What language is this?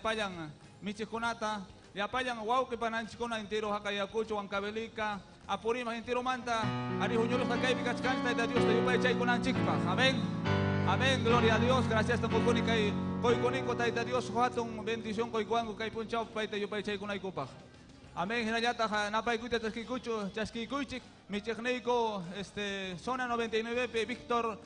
Ayacucho Quechua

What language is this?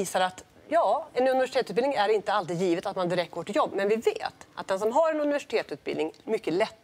Swedish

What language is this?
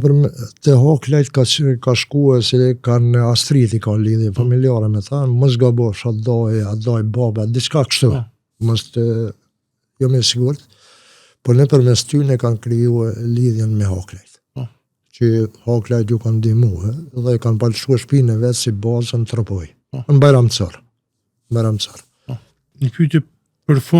Albanian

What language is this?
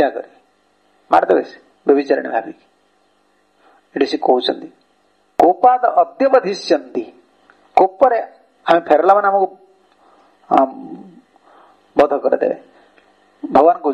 Odia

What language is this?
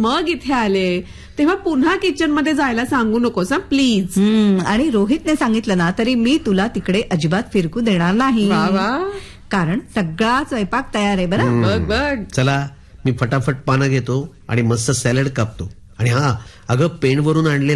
Marathi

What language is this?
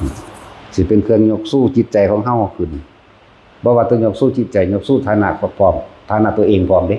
Lao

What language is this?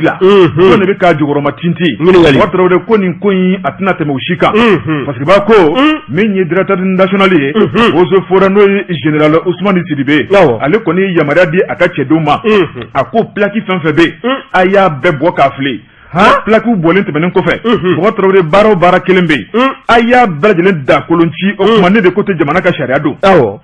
Bambara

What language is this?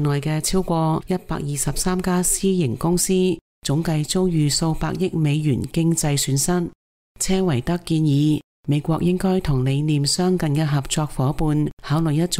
Cantonese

